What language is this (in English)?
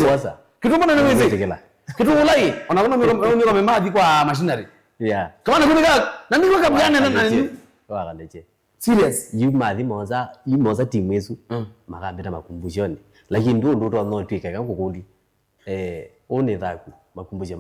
Kamba